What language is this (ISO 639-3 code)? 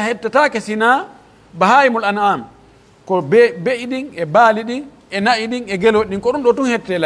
fuf